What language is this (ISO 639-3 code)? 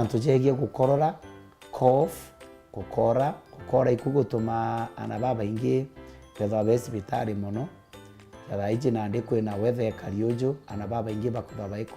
mer